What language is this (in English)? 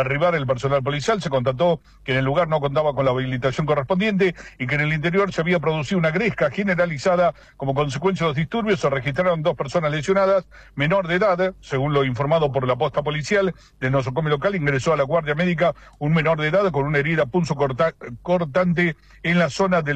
Spanish